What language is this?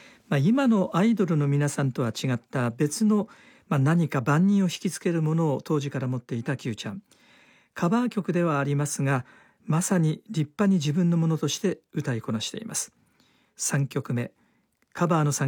Japanese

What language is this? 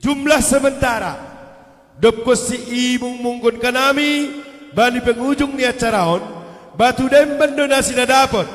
Batak Simalungun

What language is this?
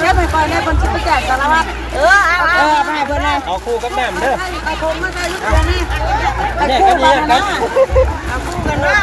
Northeastern Thai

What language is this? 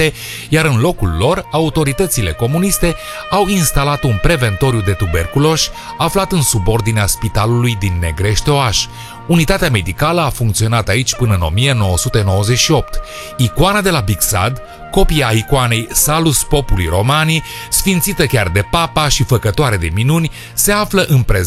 Romanian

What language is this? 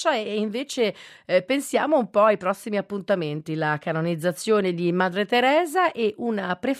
Italian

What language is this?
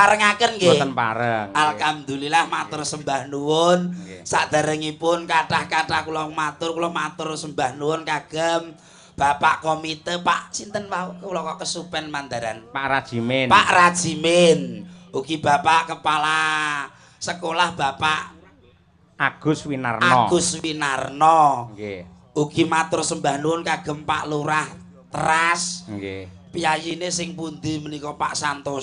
Javanese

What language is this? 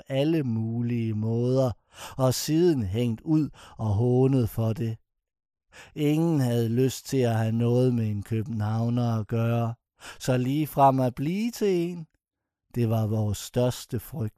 Danish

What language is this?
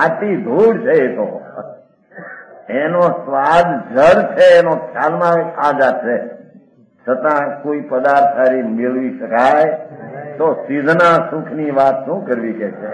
Gujarati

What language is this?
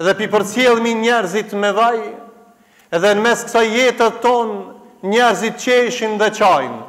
Albanian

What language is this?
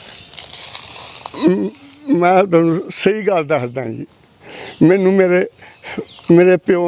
Punjabi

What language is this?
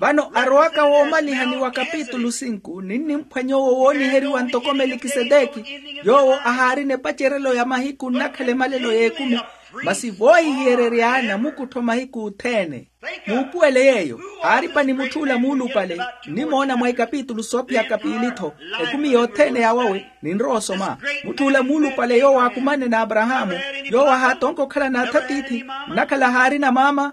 Makhuwa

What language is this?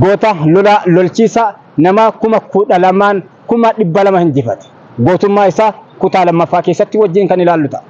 Oromo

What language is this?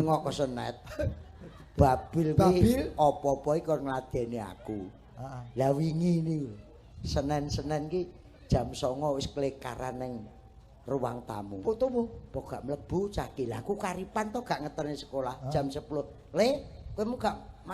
Javanese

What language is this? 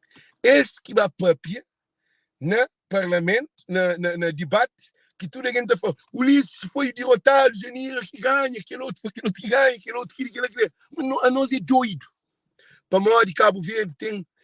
Kabuverdianu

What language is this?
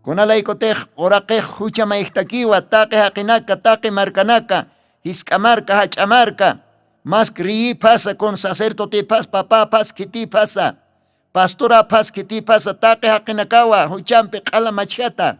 Aymara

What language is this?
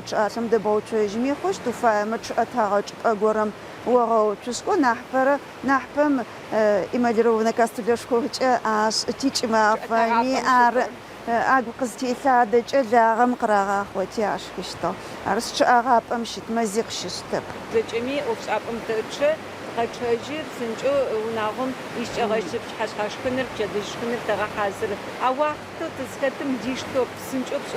Adyghe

